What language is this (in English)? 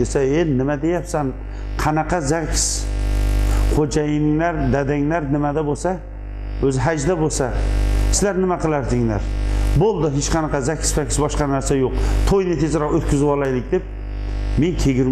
Uzbek